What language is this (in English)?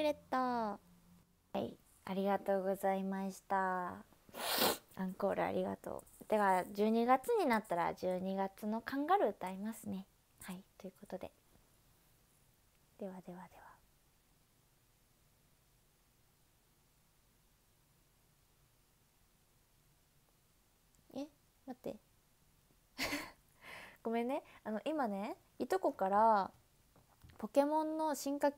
Japanese